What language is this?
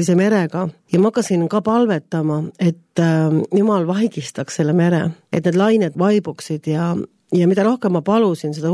Estonian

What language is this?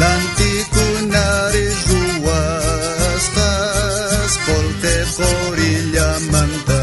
South Bolivian Quechua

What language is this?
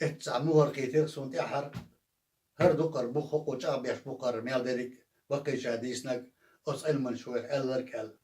Chechen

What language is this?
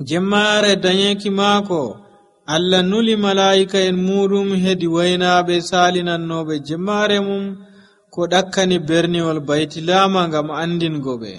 Nigerian Fulfulde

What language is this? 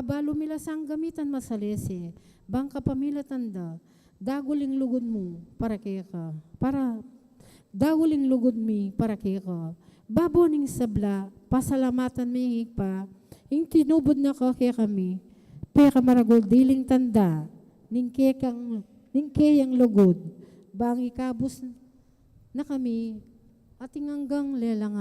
Pampanga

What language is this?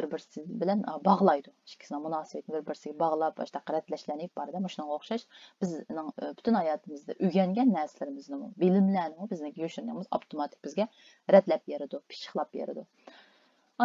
Uyghur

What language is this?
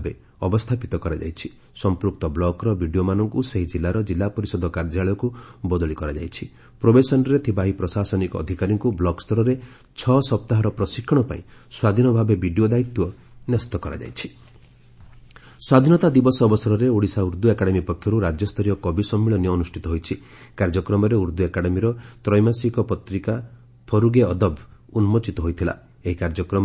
Odia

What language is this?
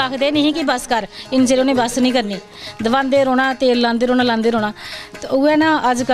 Dogri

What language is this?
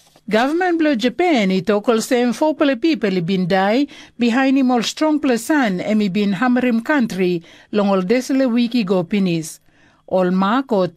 Tok Pisin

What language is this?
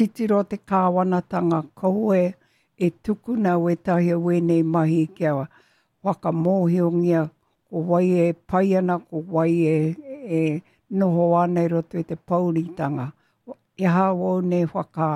Māori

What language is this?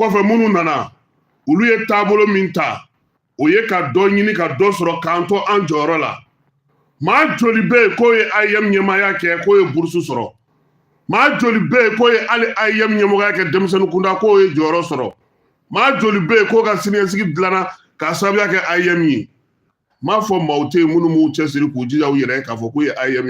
Bambara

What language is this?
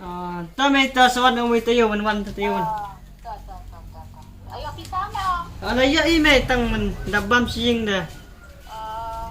Khasi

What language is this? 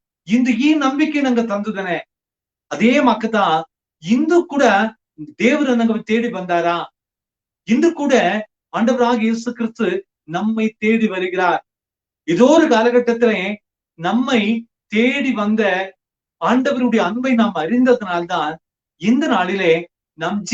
Badaga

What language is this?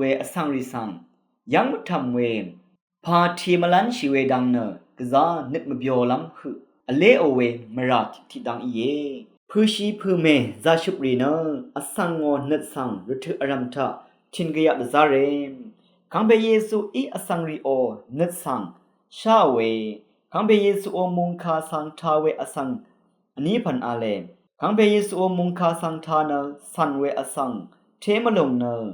Rawang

